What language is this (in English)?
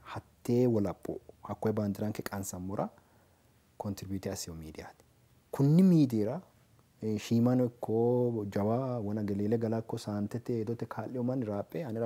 Sidamo